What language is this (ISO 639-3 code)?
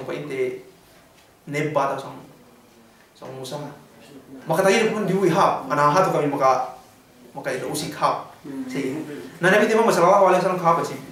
yka